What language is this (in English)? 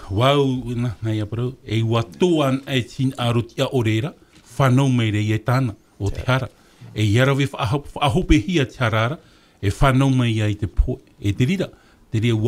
Tahitian